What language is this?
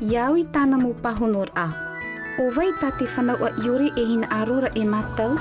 Tahitian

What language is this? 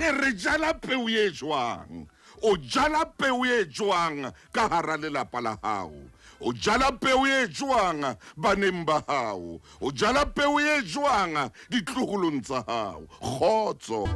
Southern Sotho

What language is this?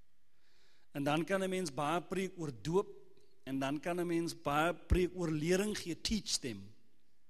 Afrikaans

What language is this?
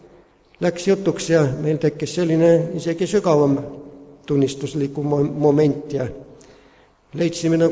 Estonian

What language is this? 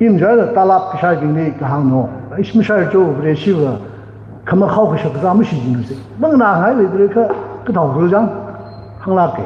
Tangkhul Naga (India)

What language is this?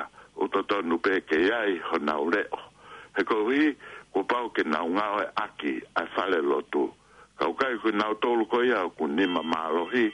Tongan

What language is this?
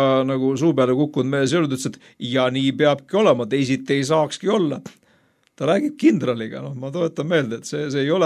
Estonian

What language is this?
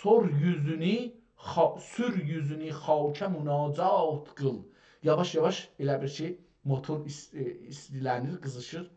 South Azerbaijani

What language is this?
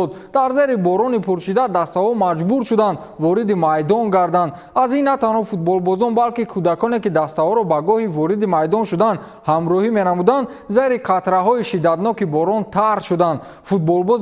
Tajik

